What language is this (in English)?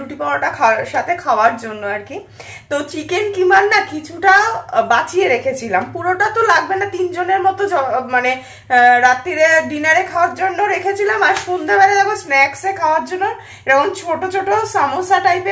Bangla